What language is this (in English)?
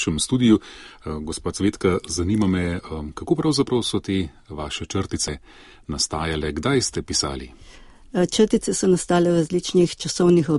Slovenian